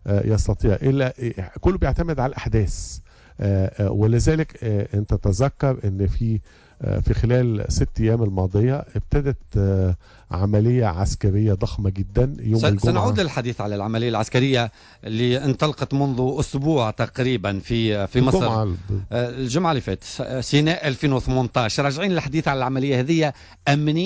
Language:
Tunisian Arabic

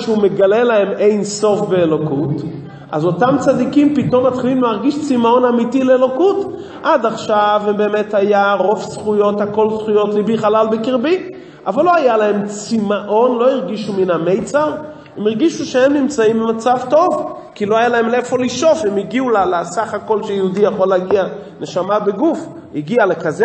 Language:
Hebrew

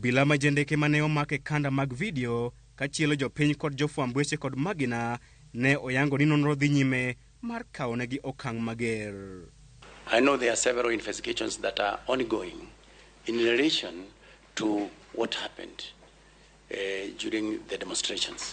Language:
Luo (Kenya and Tanzania)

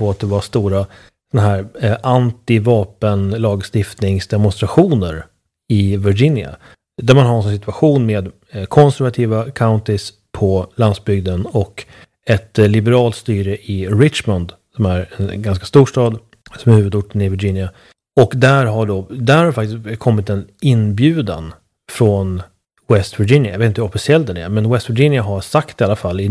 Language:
Swedish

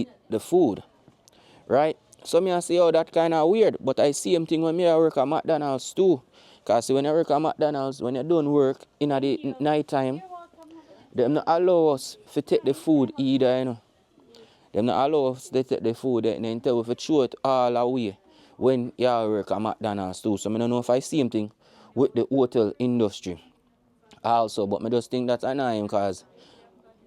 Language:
Jamaican Creole English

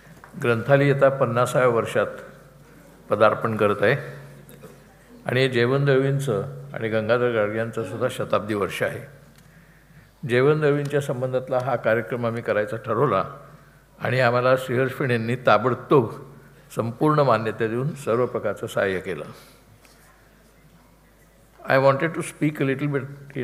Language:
Marathi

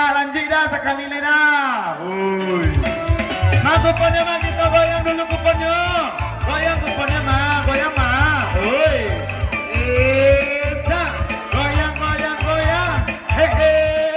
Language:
Minangkabau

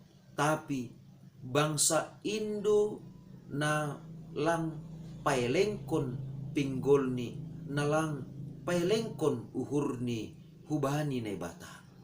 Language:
Batak Simalungun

